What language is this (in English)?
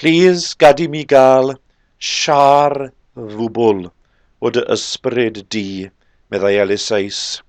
Welsh